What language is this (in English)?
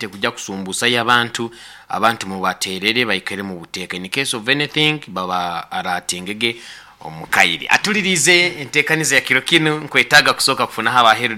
Nyoro